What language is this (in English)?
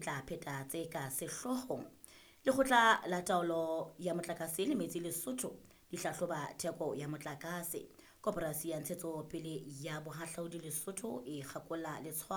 Southern Sotho